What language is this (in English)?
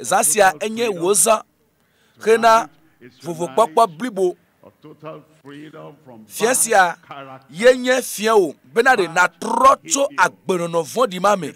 Ewe